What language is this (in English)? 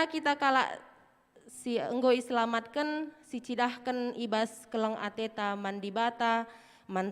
Batak Karo